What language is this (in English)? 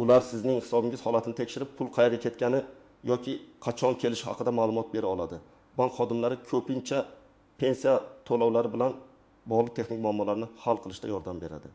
Uzbek